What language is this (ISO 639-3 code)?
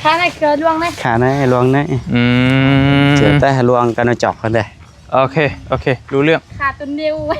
tts